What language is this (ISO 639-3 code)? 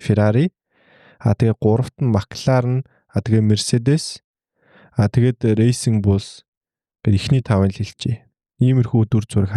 mon